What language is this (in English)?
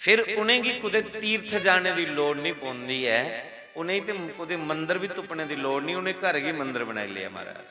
Dogri